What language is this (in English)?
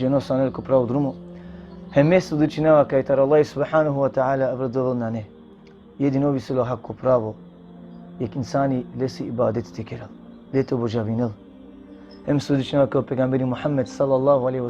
Balkan Romani